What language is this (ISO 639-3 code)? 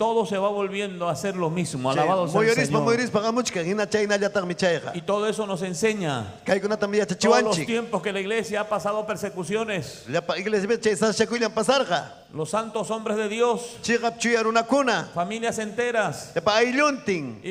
quy